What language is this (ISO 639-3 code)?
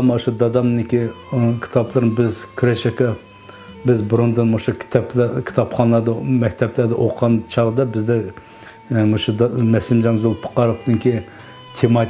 uig